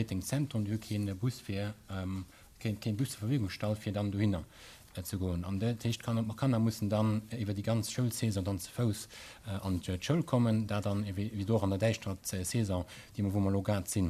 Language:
Luxembourgish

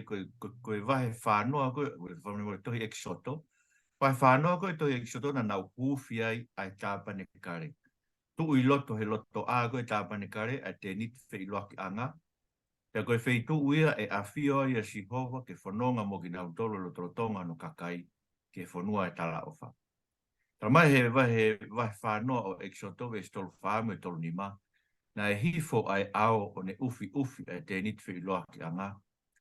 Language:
Tongan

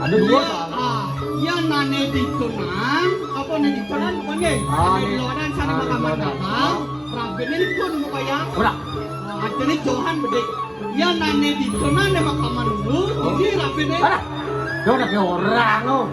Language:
Balinese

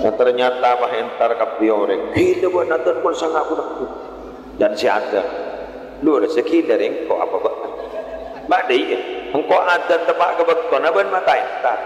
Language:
Madurese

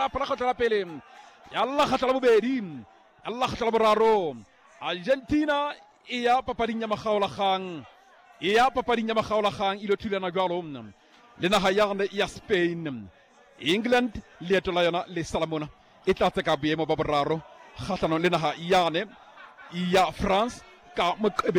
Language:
Southern Sotho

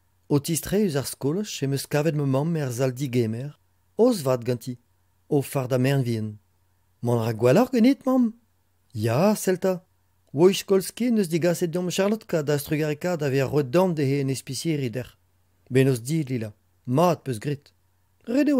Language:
Breton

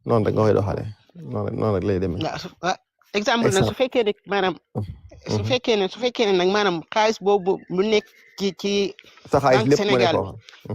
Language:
Wolof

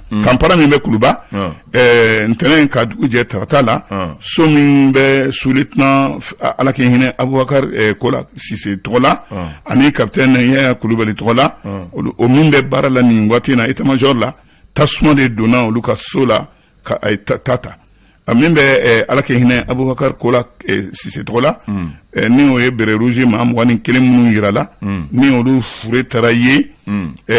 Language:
Bambara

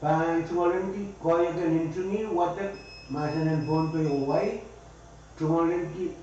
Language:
Pohnpeian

